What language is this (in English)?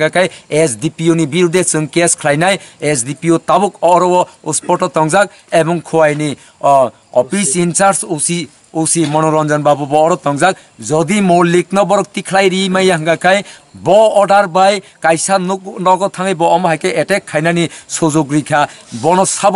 Kok Borok